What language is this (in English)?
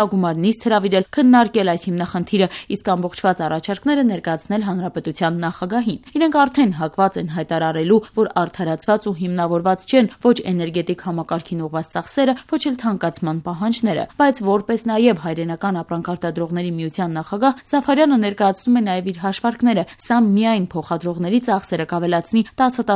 Armenian